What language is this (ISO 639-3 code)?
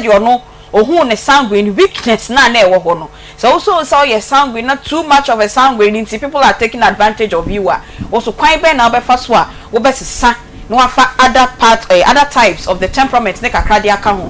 aka